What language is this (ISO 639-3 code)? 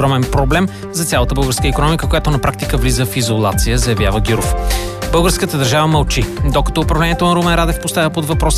bul